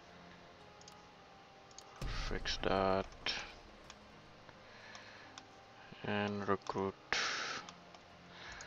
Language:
English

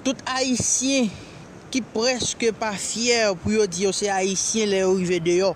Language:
Haitian Creole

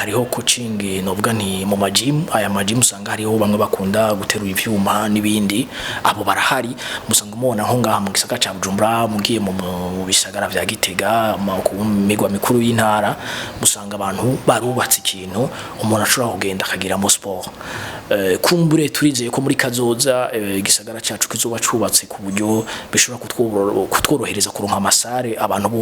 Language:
Rundi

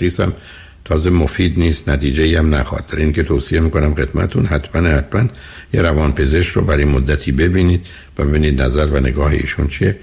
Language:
Persian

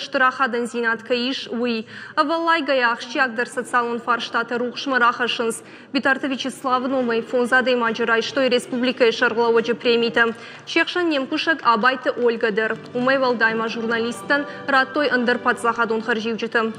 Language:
Ossetic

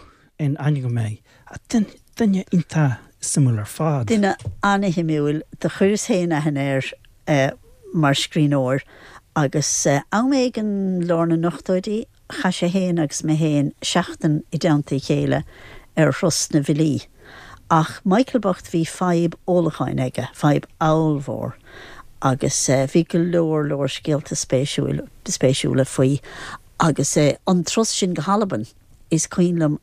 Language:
Irish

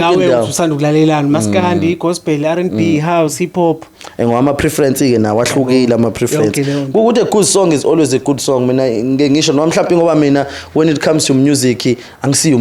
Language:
Zulu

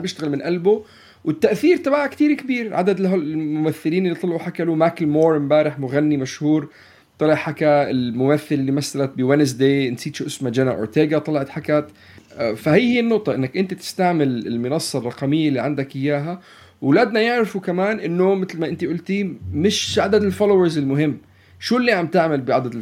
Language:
North Levantine Arabic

